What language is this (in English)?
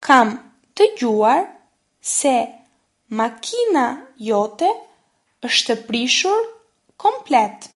Albanian